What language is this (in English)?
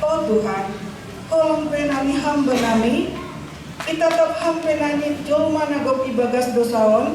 Batak Simalungun